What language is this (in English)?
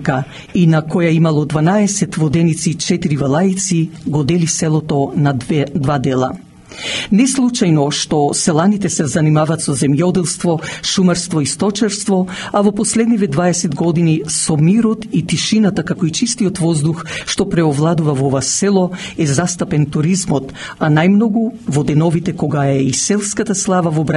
Macedonian